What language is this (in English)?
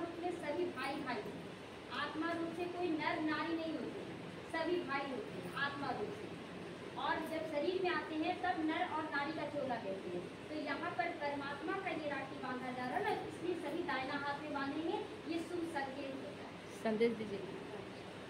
Hindi